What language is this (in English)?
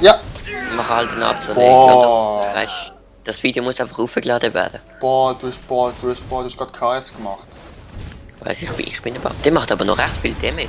Swiss German